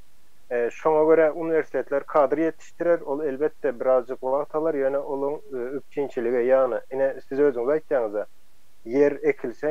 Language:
Turkmen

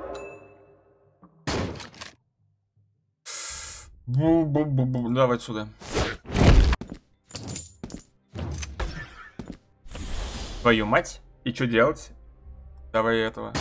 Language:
Russian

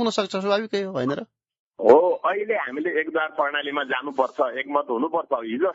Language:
Nepali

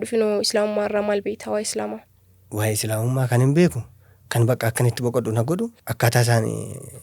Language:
Oromo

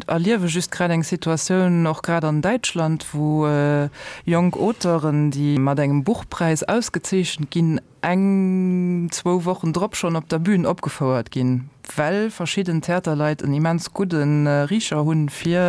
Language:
Luxembourgish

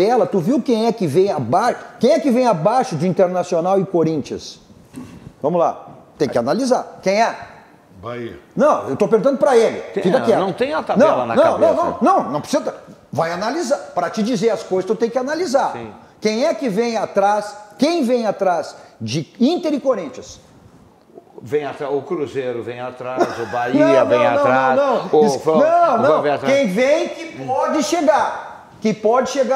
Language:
Portuguese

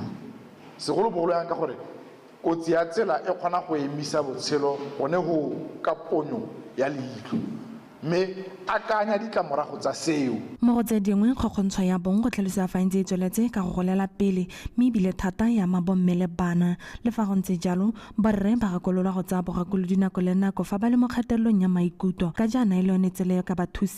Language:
Tswana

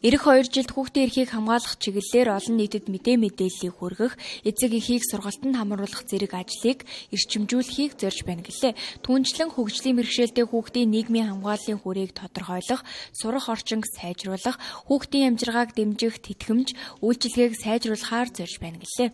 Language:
Mongolian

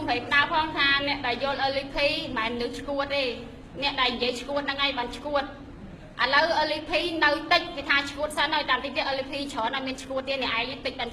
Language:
Khmer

